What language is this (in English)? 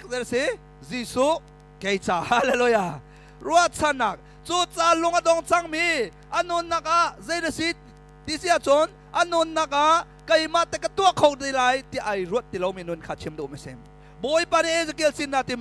Hakha Chin